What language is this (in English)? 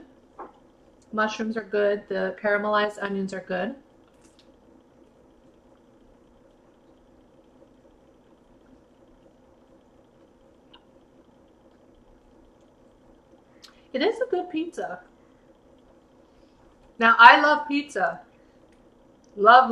English